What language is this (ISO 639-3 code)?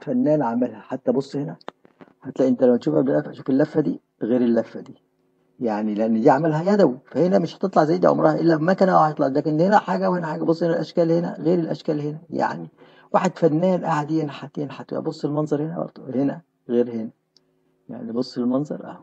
arz